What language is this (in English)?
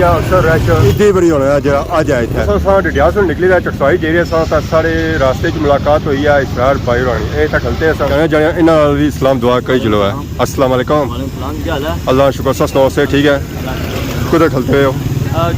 Pahari-Potwari